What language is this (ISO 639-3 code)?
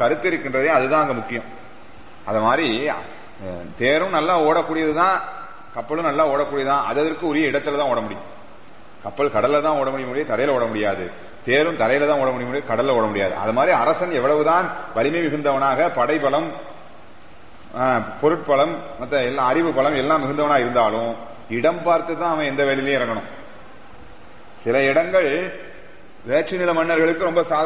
tam